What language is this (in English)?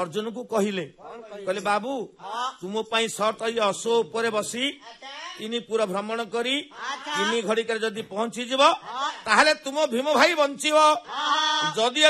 Odia